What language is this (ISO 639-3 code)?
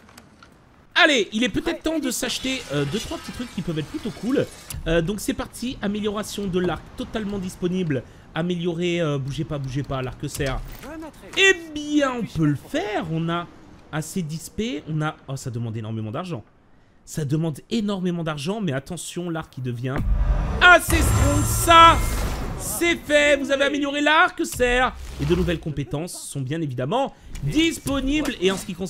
fra